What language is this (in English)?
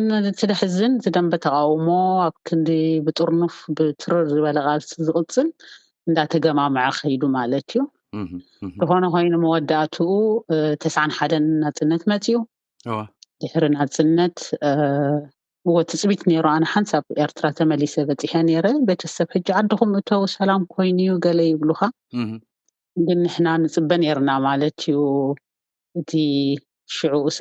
Tigrinya